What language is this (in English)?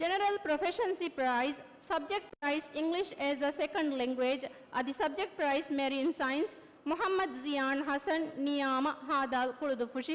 Divehi